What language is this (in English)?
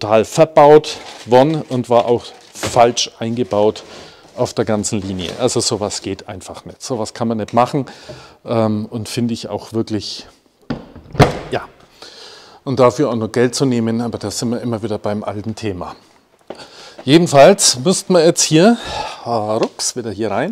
German